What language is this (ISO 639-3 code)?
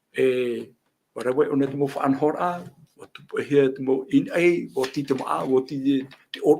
tah